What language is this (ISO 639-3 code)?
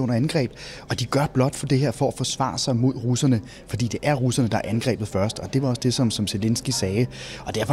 dan